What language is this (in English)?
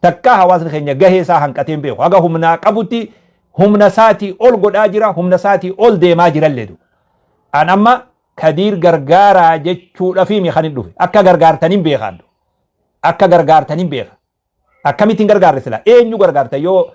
Oromo